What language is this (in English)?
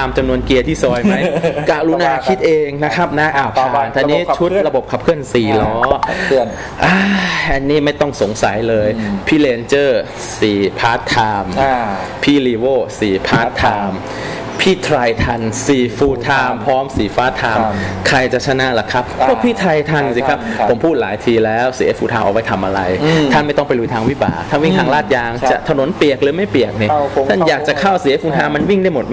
Thai